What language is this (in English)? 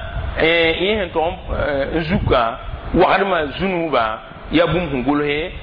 Mossi